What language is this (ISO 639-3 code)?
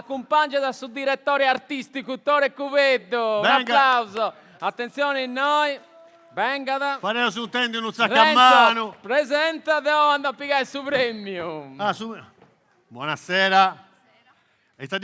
srd